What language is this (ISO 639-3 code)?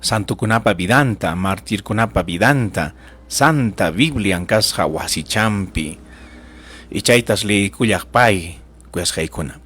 quy